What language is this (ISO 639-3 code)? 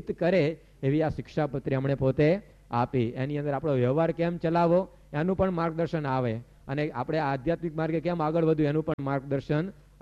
guj